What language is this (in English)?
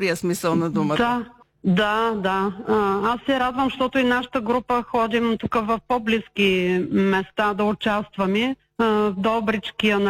Bulgarian